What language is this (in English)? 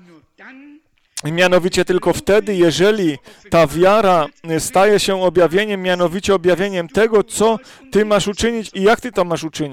Polish